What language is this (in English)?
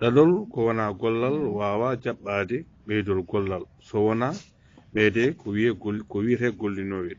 Fula